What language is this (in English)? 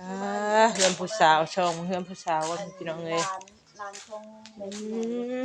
Northeastern Thai